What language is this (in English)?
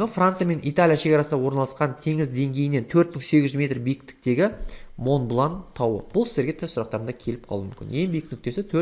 Kazakh